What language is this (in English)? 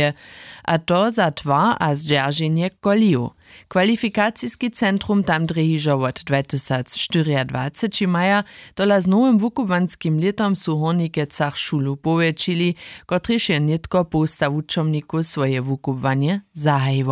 Upper Sorbian